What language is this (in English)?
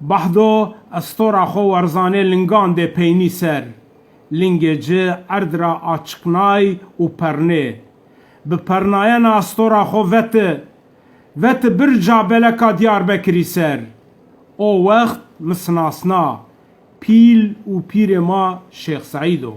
Zaza